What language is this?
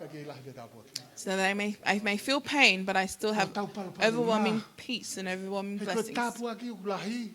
Tongan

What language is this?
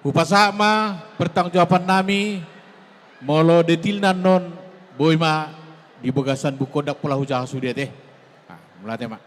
Batak Toba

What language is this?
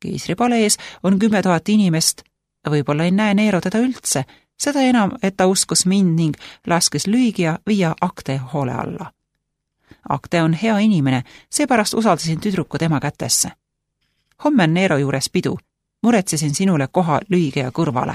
Estonian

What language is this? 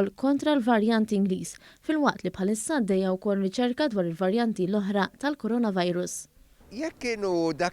Maltese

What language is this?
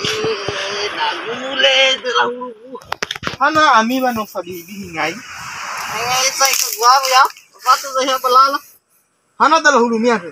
Nias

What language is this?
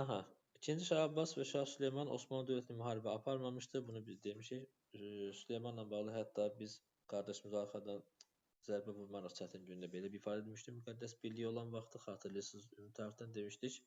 Azerbaijani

